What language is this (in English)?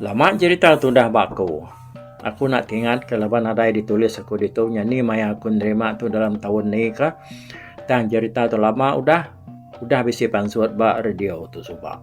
Iban